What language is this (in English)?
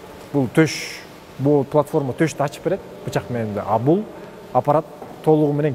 Kyrgyz